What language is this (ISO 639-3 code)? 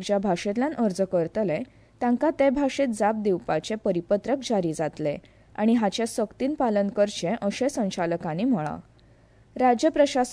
kok